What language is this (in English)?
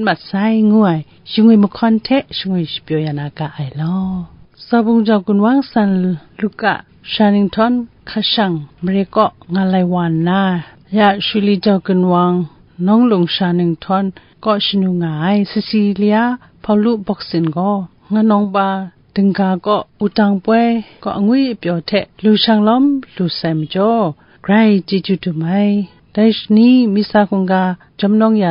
Kachin